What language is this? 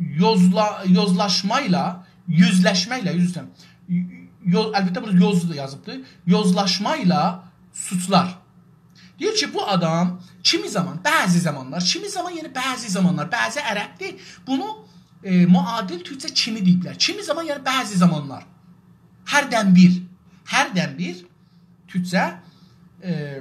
South Azerbaijani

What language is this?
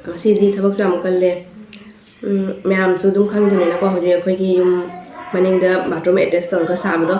Manipuri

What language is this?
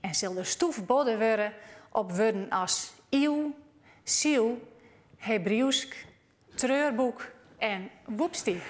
Western Frisian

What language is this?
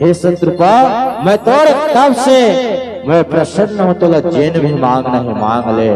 Chhattisgarhi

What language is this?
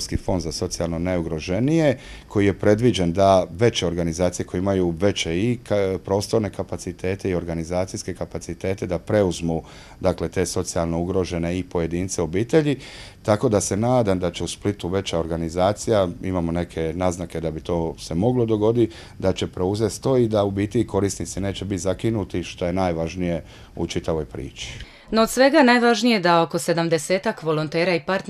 Croatian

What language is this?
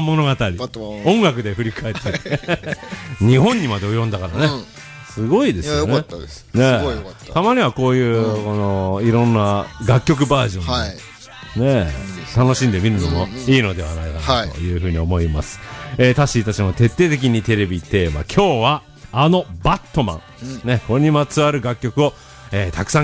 Japanese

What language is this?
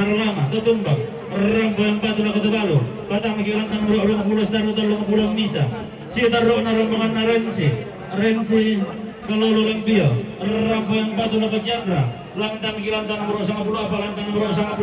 Toraja-Sa'dan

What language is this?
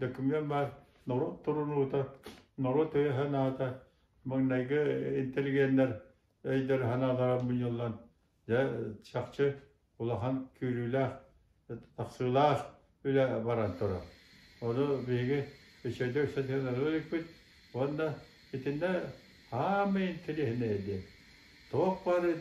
Yakut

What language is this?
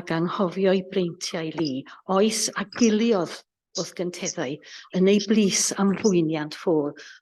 Welsh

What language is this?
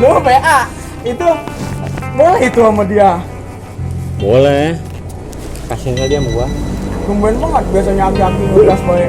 Betawi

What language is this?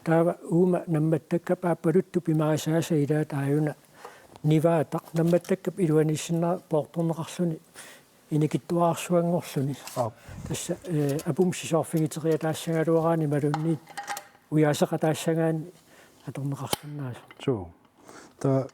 Kalaallisut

